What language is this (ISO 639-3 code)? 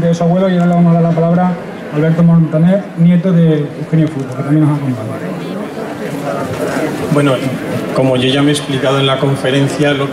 spa